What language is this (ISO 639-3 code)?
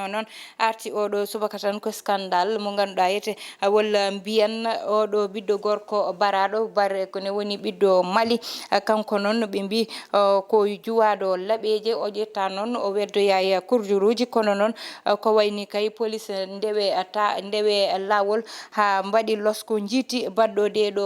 ful